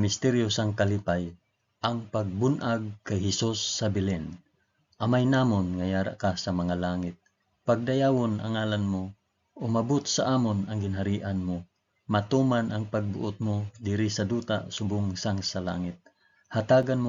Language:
Hiligaynon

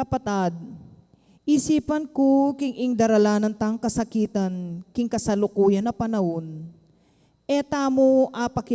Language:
Pampanga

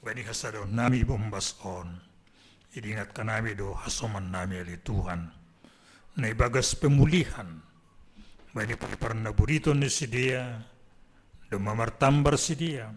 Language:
Batak Simalungun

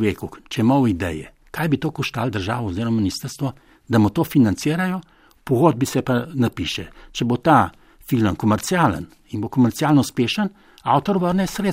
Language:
Slovenian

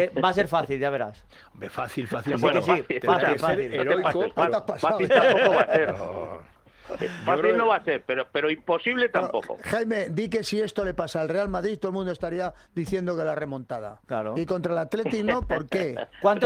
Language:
Spanish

